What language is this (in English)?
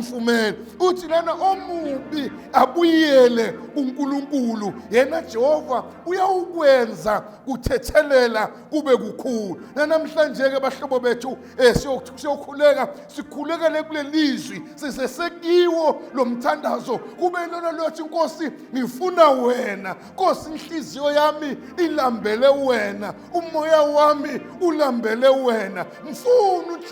Zulu